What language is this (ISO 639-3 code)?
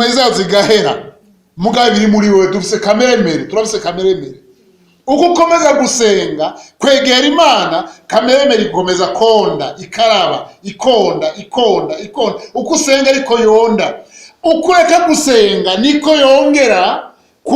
run